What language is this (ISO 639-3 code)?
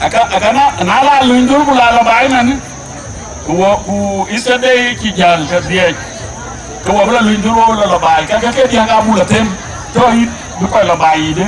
din